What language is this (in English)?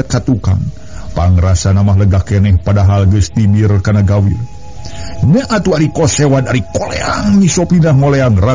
Sundanese